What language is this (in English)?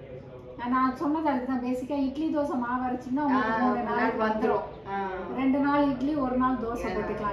Tamil